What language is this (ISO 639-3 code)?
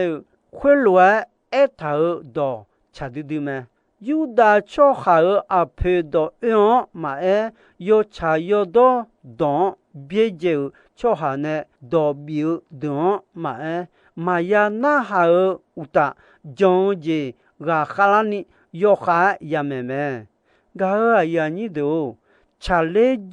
ahk